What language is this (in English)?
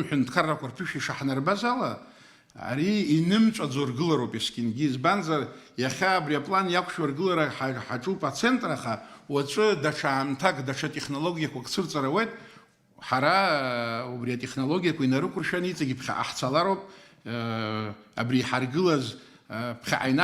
Abkhazian